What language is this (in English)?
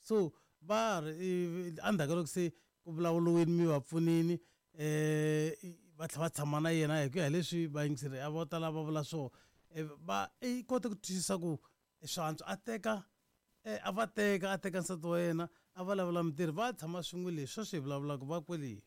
Tsonga